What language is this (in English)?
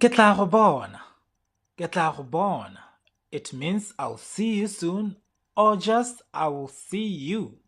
Tswana